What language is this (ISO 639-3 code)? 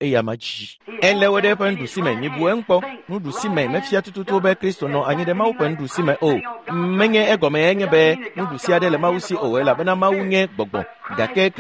ewe